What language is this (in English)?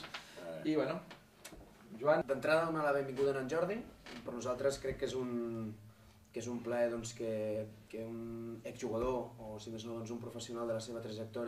Catalan